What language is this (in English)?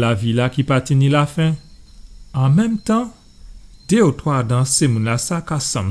Guadeloupean Creole French